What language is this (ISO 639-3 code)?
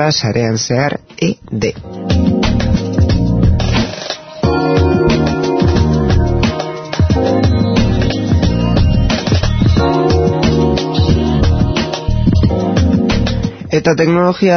eus